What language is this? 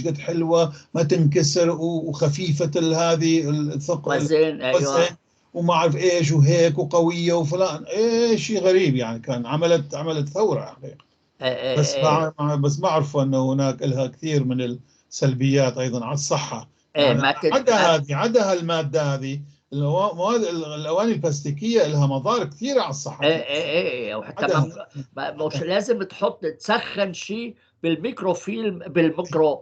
North Levantine Arabic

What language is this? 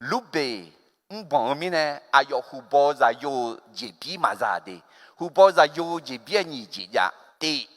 Akha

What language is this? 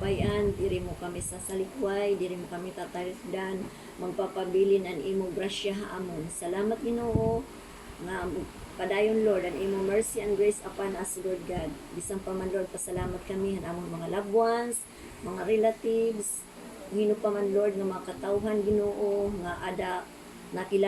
Waray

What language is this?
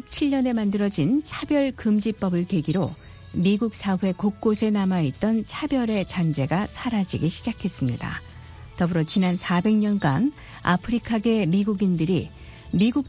Korean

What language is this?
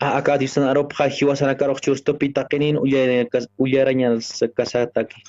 Aymara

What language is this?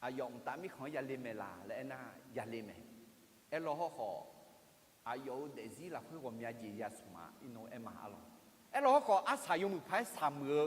Akha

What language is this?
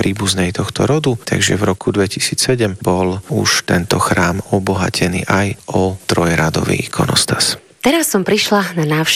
Slovak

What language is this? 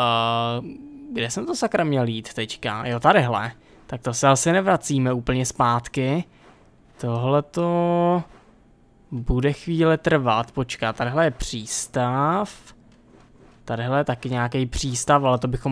Czech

